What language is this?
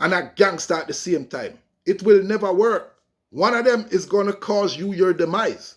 Jamaican Creole English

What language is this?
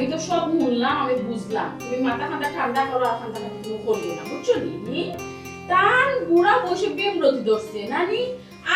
Sylheti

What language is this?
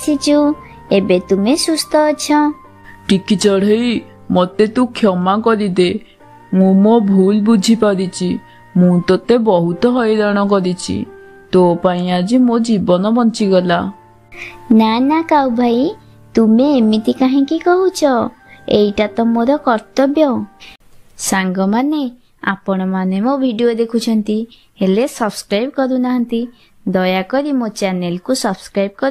Odia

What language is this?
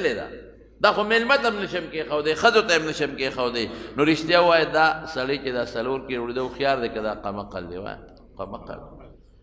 Pashto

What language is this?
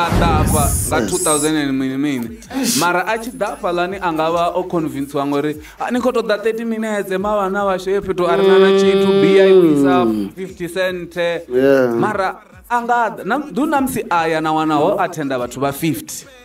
Venda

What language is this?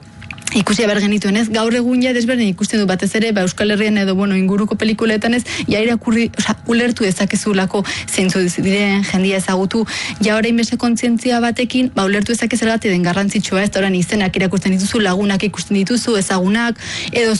Basque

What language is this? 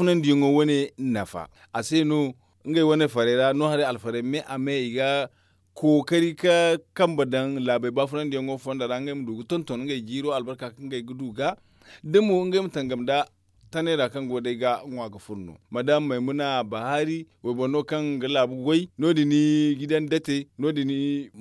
Zarma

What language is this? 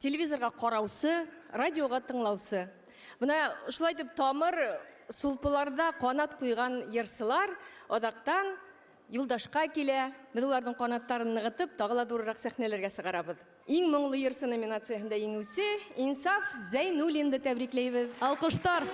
Bashkir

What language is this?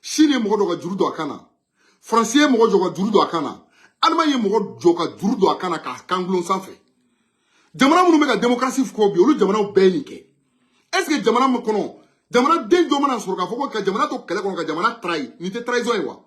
Bambara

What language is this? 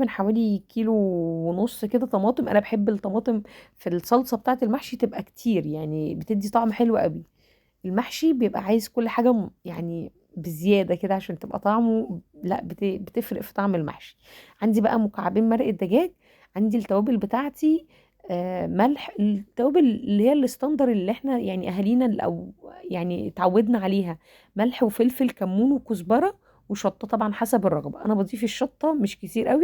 Egyptian Arabic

